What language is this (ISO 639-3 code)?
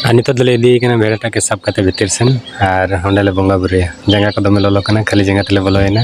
sat